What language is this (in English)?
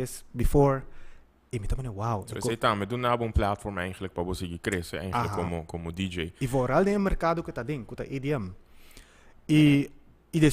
Papiamento